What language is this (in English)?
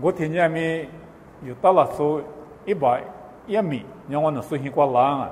Lisu